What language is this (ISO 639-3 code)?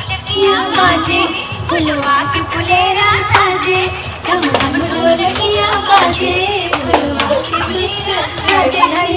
hne